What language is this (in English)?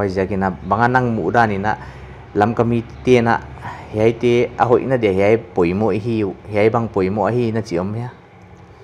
Paite Chin